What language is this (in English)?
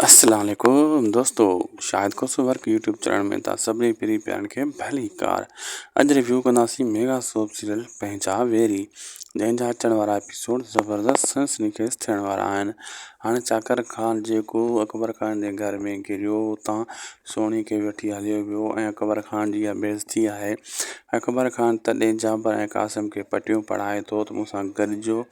Sindhi